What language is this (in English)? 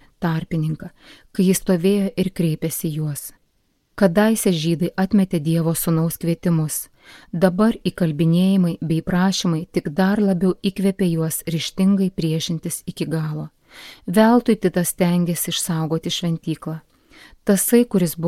Lithuanian